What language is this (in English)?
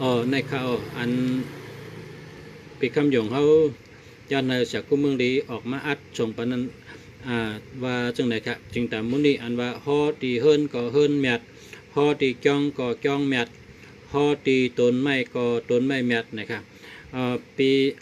Shan